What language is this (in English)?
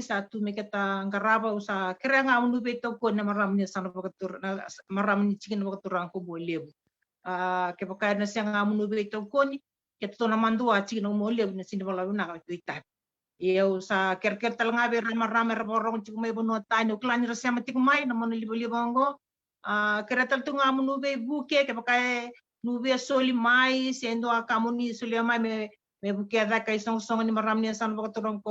Fijian